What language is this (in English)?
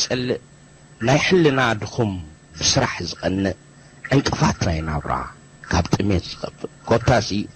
Tigrinya